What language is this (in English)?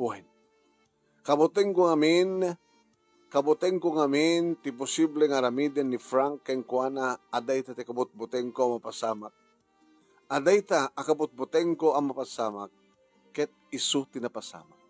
Iloko